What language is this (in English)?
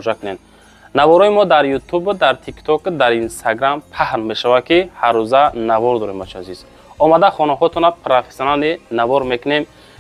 Tajik